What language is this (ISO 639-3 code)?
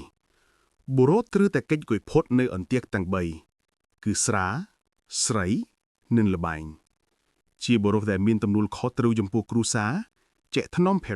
khm